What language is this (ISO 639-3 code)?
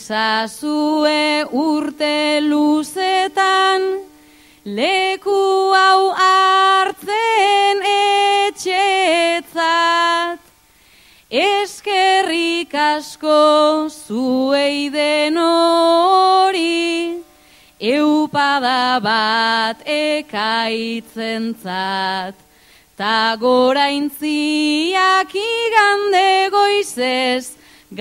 eus